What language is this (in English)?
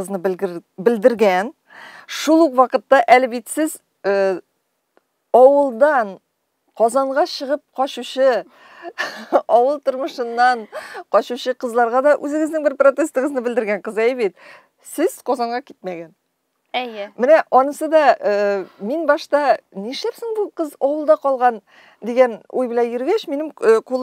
Tatar